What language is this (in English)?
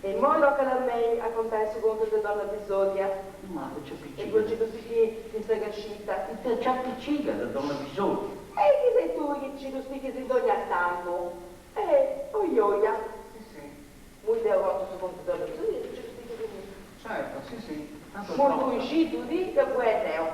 Sardinian